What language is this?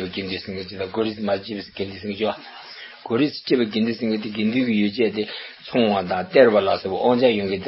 Tibetan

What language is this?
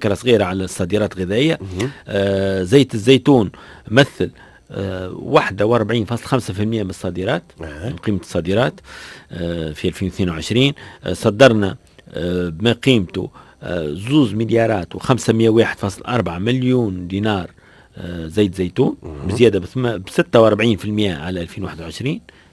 Tunisian Arabic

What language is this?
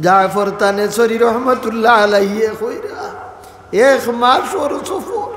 Sylheti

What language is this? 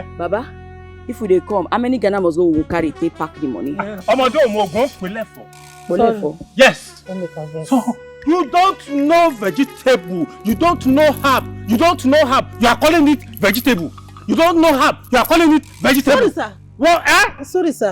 Nigerian Pidgin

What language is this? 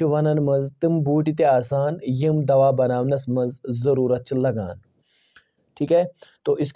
Kashmiri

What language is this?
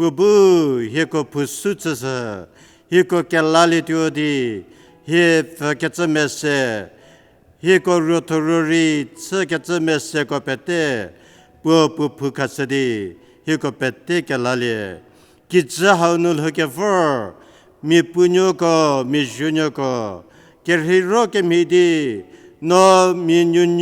Angami Naga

